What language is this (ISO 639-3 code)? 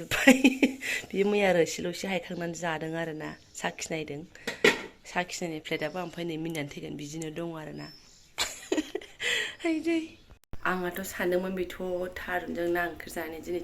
brx